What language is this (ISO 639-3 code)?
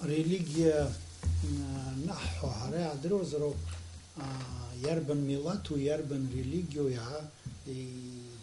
abk